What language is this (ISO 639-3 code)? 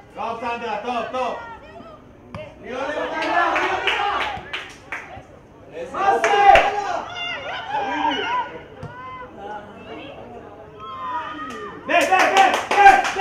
heb